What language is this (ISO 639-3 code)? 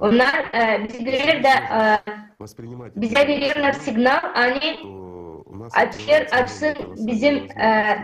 gag